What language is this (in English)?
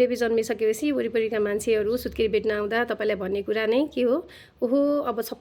Nepali